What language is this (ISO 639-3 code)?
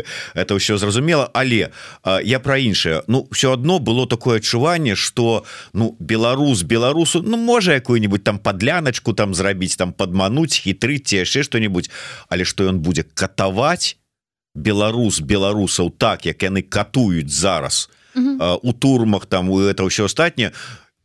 bel